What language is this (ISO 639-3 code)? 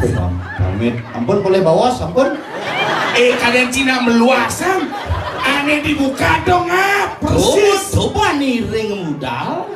ban